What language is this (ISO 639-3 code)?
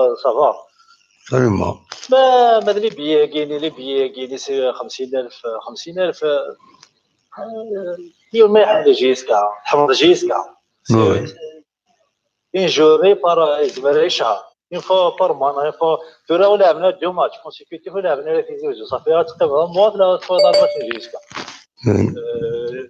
kab